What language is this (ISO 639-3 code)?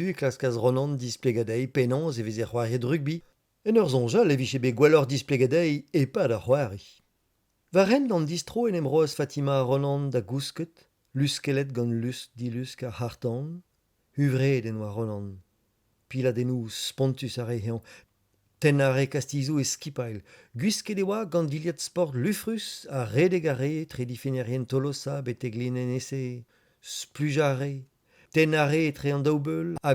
bre